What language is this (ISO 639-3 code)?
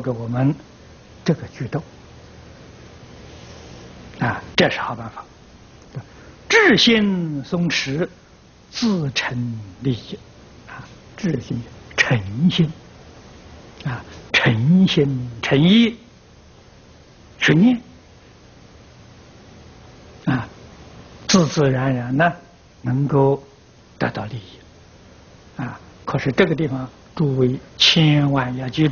zho